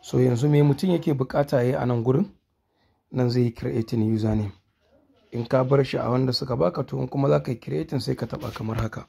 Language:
Hausa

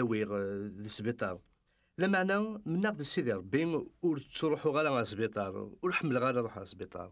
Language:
Kabyle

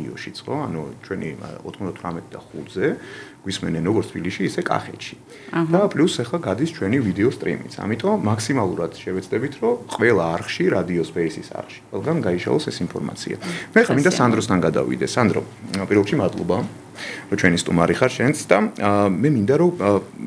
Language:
Georgian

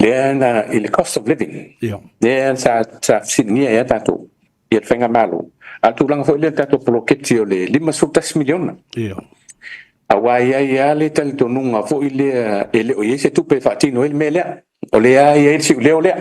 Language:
Samoan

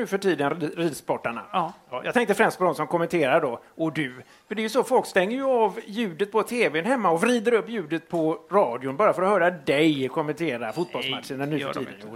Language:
Swedish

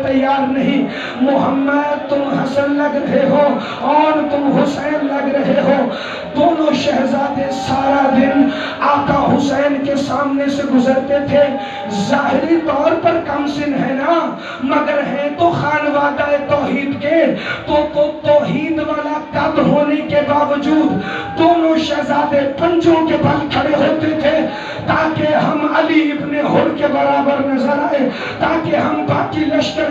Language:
Urdu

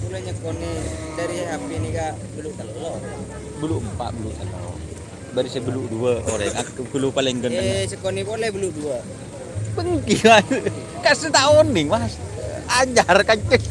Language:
Madurese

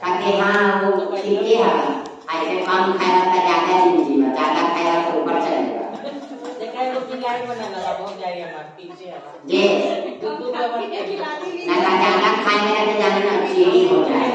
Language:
Magahi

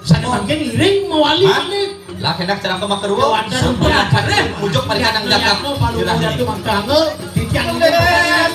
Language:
Balinese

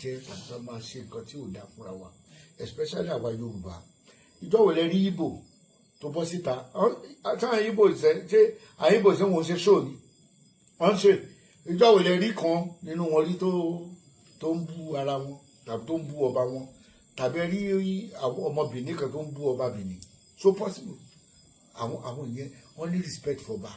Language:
Yoruba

